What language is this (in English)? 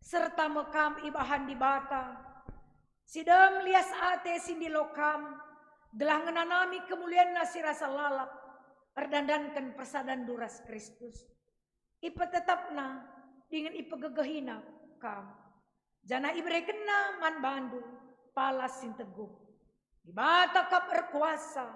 Batak Karo